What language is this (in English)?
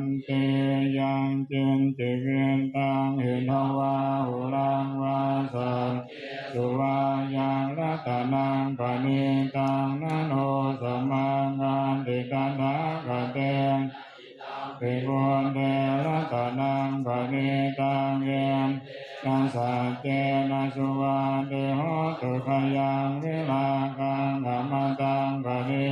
Pali